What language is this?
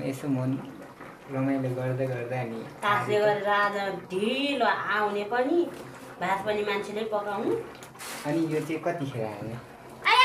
Nepali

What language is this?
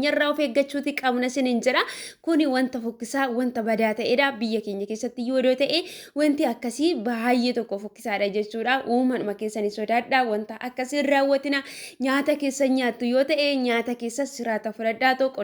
Oromo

